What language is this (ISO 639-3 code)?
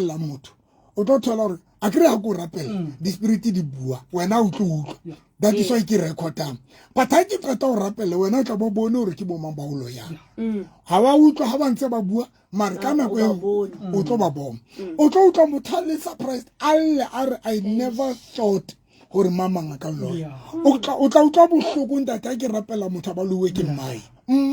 sot